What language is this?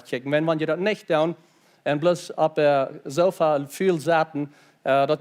Plautdietsch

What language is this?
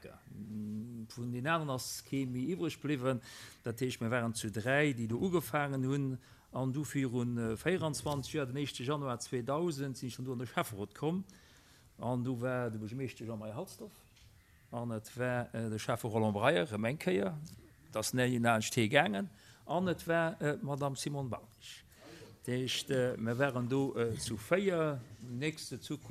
Luxembourgish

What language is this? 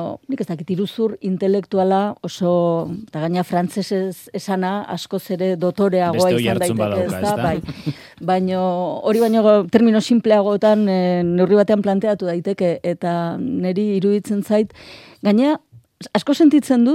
Basque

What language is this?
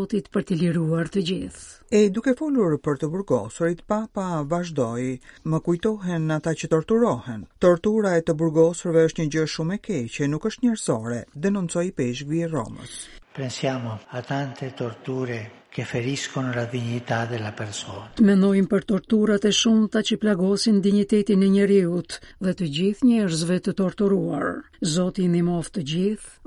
Albanian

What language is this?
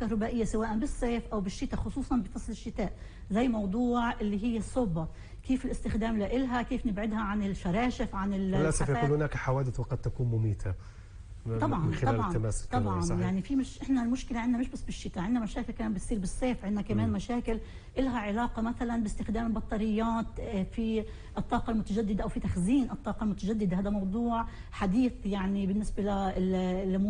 North Levantine Arabic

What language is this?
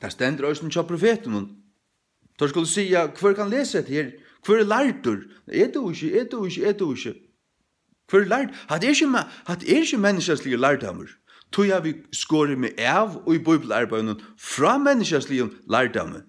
Faroese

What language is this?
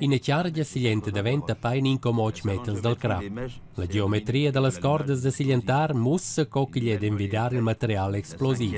Romansh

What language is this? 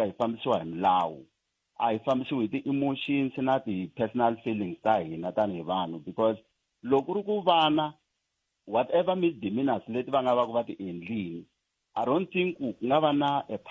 Tsonga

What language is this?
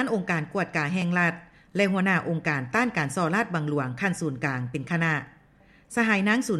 Lao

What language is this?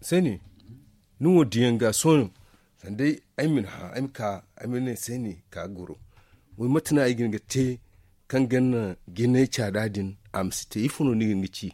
Zarma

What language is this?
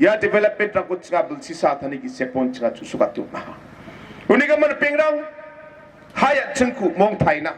Garo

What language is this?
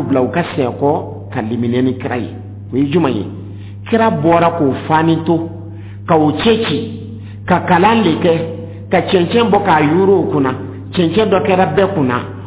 Dyula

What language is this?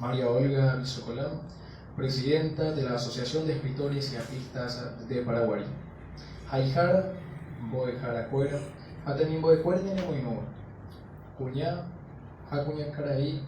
Guarani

